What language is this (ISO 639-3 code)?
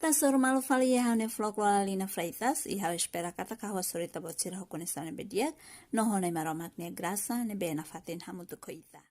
tet